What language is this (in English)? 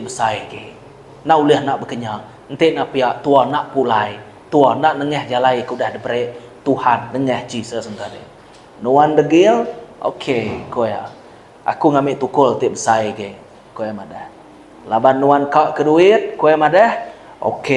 Iban